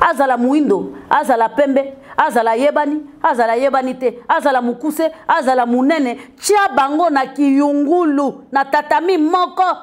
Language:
Lingala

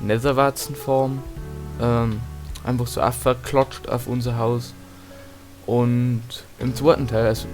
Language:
Bavarian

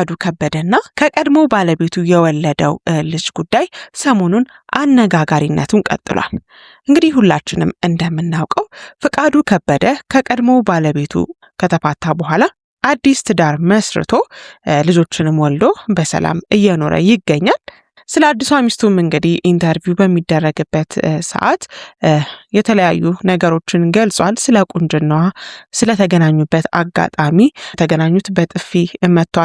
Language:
Amharic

